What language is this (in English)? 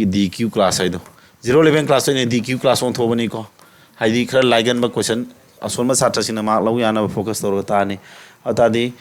Manipuri